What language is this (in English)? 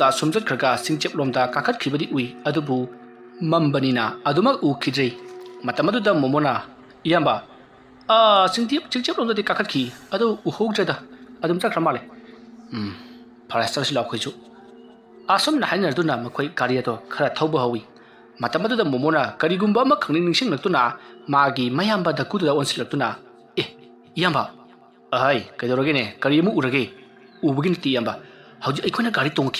Manipuri